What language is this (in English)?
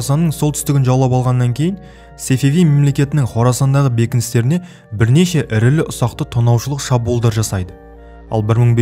Kazakh